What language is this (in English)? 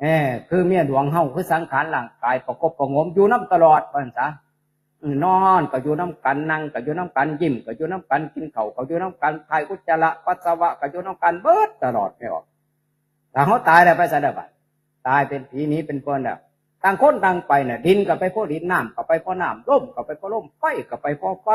Northeastern Thai